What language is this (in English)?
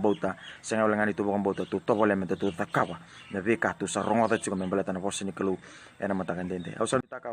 Fijian